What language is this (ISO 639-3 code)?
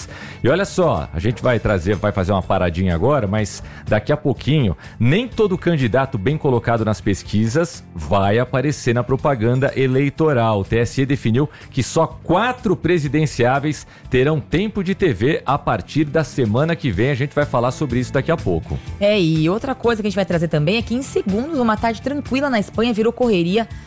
por